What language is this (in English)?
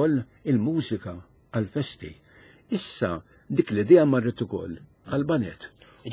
Maltese